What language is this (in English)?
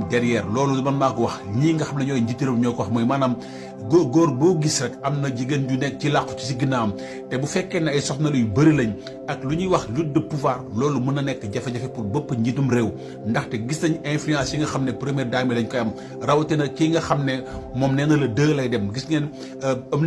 Wolof